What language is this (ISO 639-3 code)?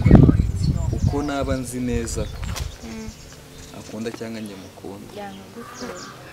kin